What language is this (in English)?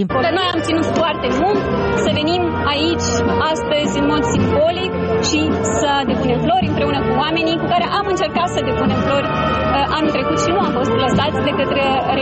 Romanian